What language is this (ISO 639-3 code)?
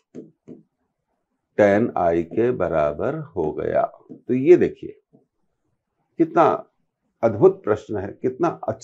hin